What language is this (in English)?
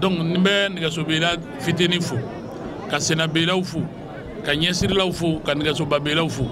Bambara